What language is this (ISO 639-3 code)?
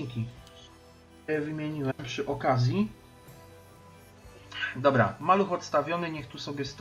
pol